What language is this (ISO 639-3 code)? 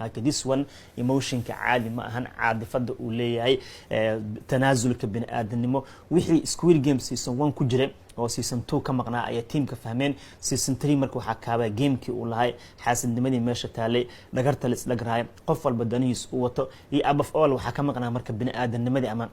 som